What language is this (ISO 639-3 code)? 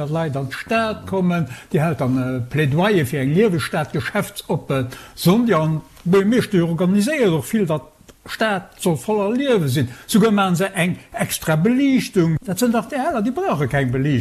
ltz